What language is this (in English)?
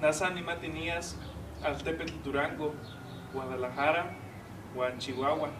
Eastern Huasteca Nahuatl